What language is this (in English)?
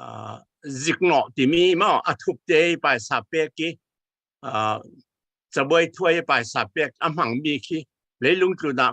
Falam Chin